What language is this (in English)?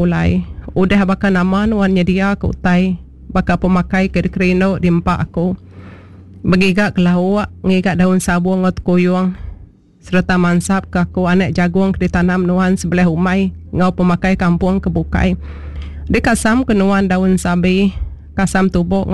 Iban